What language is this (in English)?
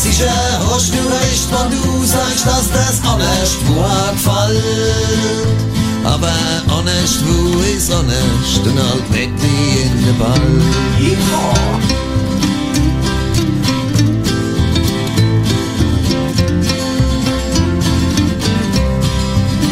German